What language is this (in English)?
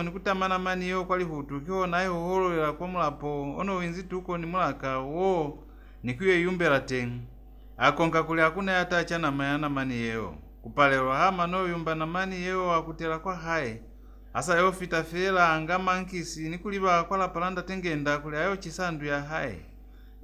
Lozi